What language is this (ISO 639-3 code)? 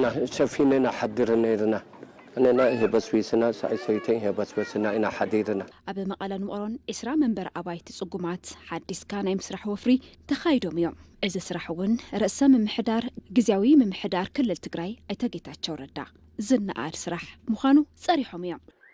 tir